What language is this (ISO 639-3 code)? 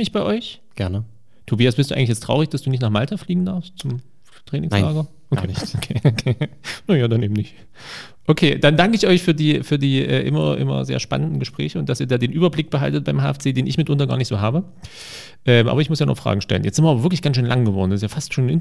deu